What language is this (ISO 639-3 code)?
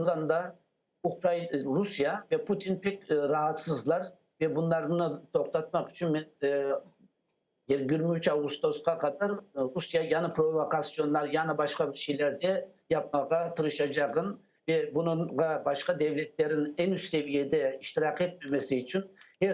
crh